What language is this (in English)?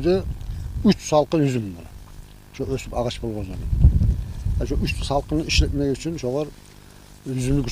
Kumyk